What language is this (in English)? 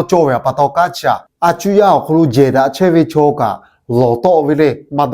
Lahu